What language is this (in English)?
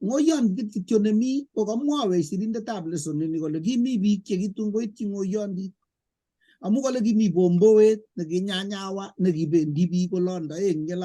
Kalenjin